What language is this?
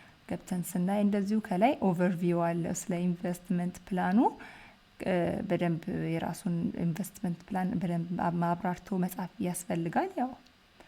Amharic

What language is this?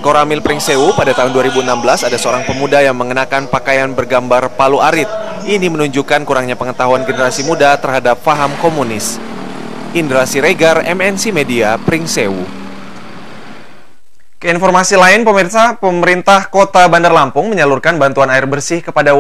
Indonesian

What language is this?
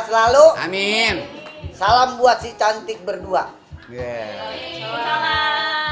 Betawi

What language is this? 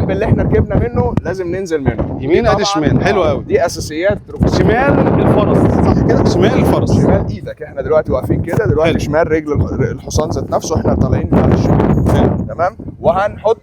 Egyptian Arabic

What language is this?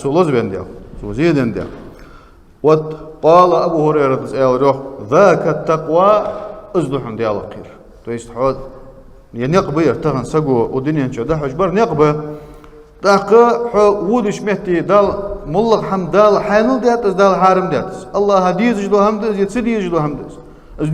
Ingush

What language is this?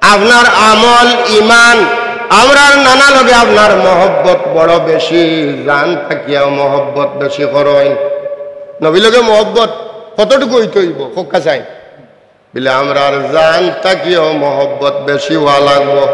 Sylheti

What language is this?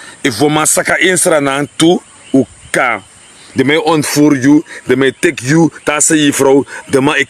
Sranan Tongo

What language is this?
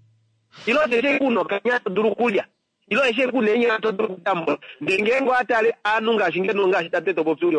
Kuanyama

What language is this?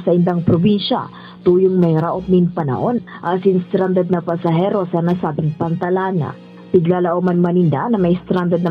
Bikol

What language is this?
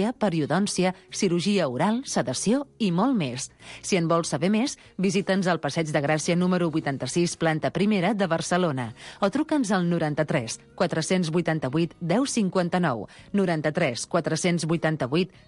Catalan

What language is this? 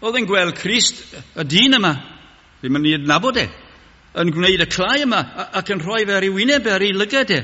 Welsh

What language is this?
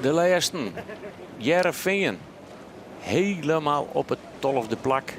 Western Frisian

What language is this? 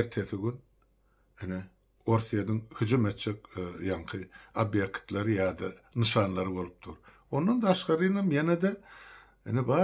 Turkmen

